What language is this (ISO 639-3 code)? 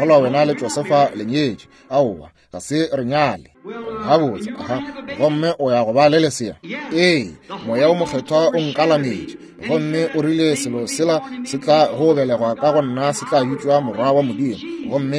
nso